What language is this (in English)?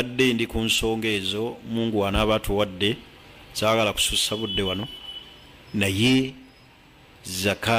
Ganda